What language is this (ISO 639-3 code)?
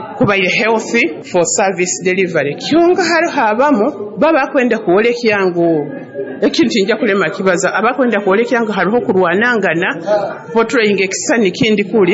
nyo